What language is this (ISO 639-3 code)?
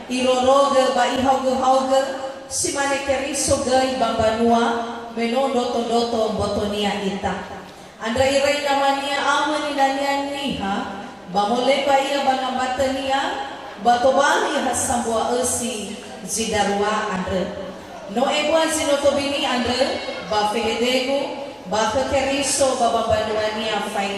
nia